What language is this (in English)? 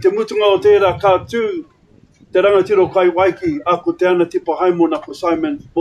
Māori